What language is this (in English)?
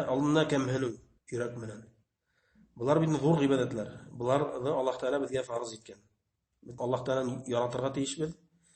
Bashkir